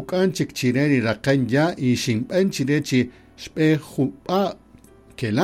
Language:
Kaqchikel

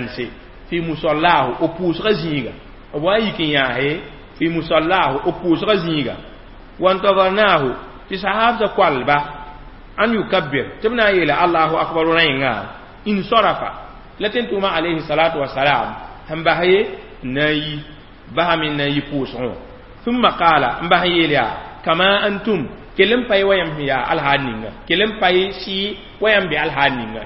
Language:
Mossi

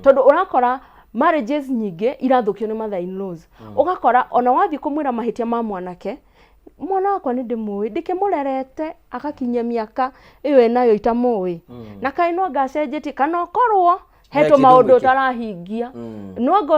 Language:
Kikuyu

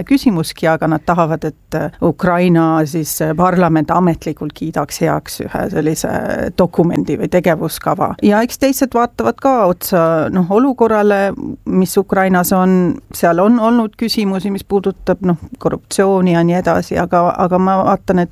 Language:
Estonian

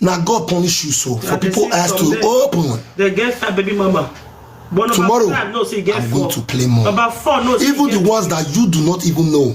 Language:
Nigerian Pidgin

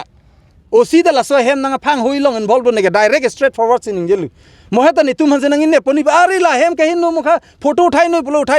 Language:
Karbi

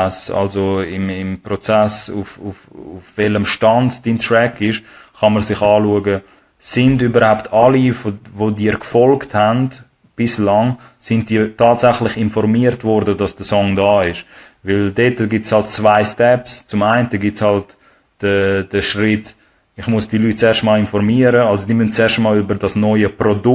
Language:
Swiss German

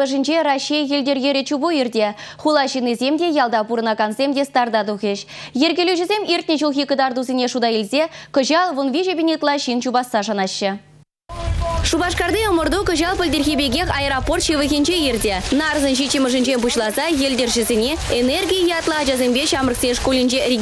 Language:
Chuvash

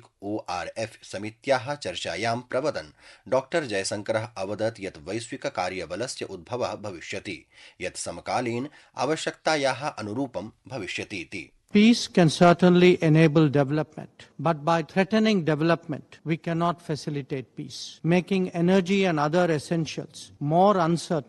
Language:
Sanskrit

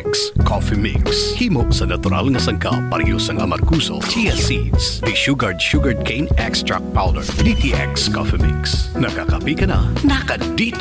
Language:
Hiligaynon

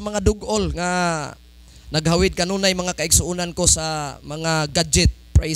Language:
Cebuano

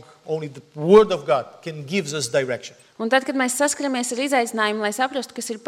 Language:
Latvian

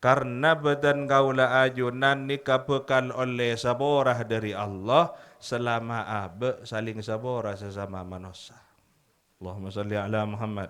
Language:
Madurese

